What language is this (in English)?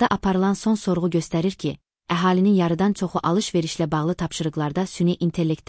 Azerbaijani